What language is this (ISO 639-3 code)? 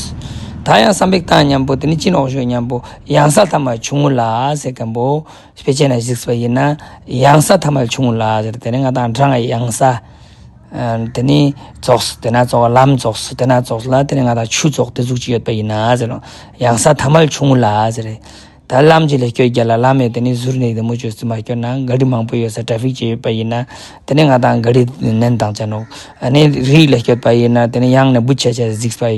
lbj